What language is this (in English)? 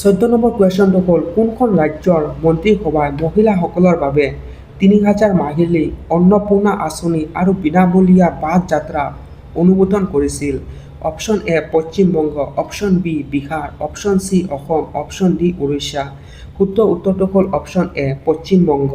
Assamese